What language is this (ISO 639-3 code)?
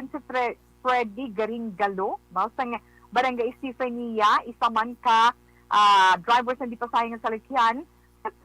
hil